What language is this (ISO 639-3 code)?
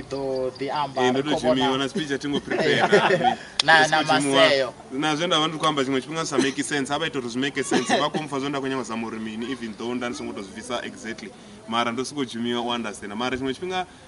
ven